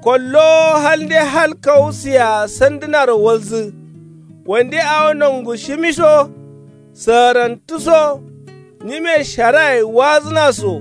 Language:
Kanuri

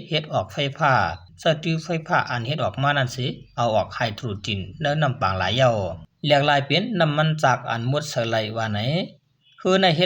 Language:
Shan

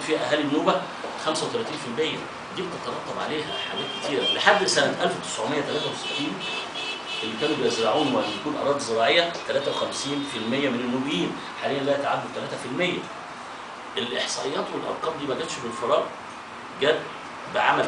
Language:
Egyptian Arabic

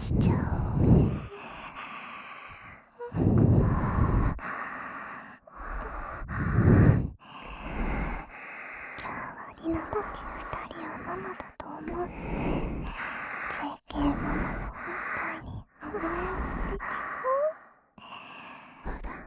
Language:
Japanese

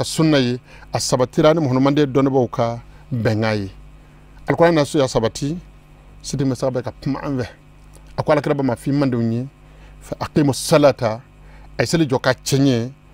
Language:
Bambara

